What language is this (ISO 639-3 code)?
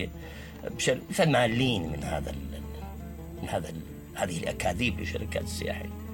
acm